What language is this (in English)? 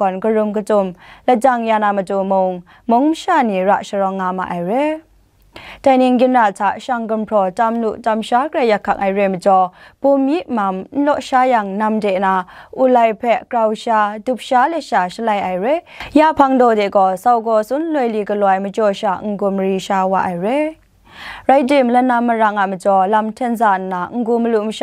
Kachin